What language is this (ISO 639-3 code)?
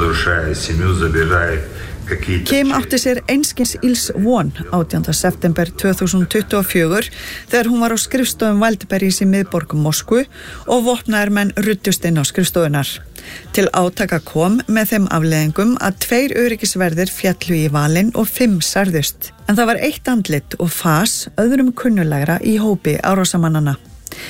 isl